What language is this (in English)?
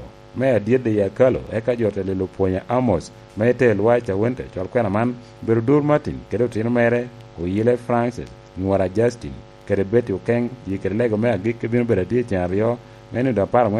Lango (Uganda)